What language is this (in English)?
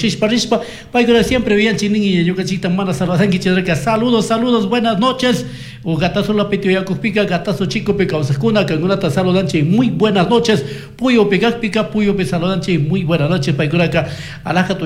Chimborazo Highland Quichua